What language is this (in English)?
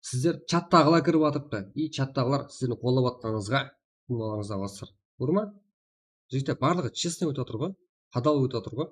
Kara-Kalpak